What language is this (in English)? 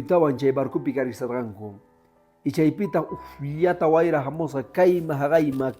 Quechua